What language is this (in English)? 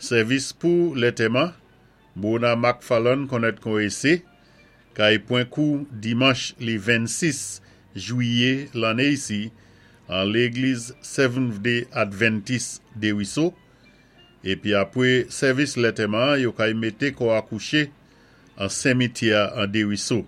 Saint Lucian Creole French